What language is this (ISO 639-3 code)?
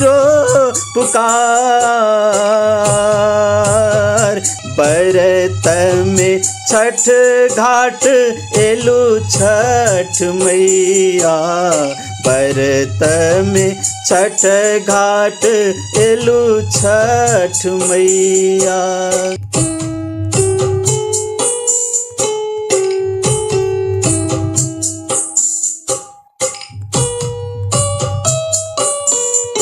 bho